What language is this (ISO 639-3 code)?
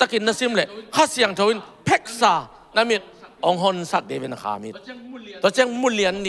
ctd